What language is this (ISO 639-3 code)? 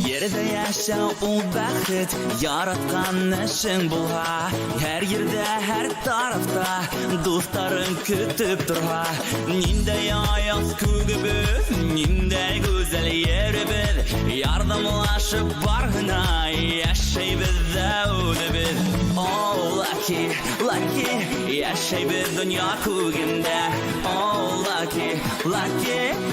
bak